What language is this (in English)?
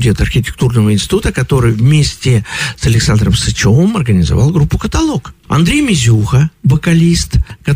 Russian